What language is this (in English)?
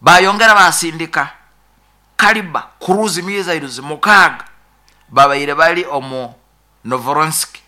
Nyoro